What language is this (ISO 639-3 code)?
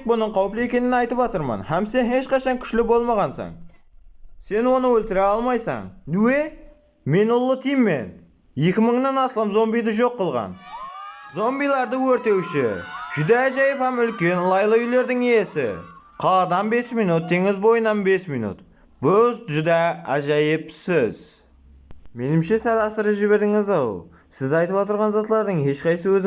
kaa